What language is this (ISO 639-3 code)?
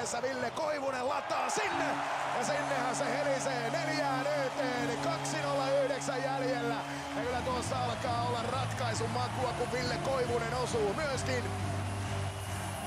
fin